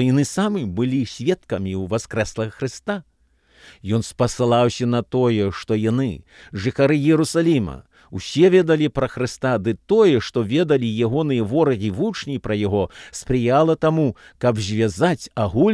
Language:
Belarusian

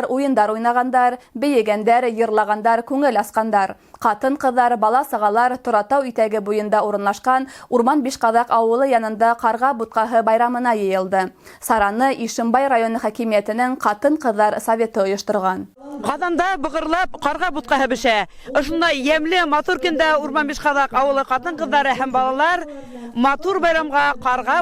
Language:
Bashkir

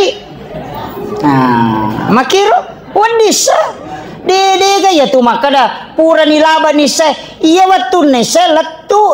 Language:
Buginese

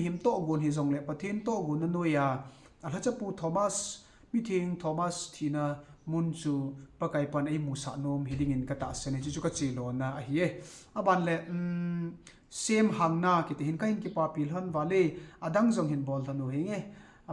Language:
Thado Chin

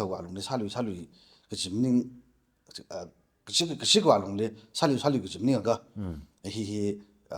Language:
Tangkhul Naga (India)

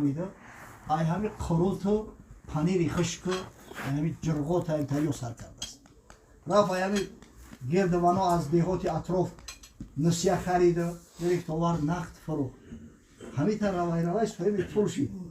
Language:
Tajik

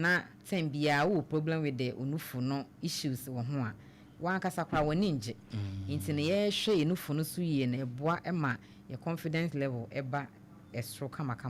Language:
Akan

